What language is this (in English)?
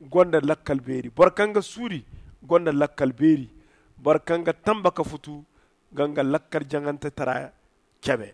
Zarma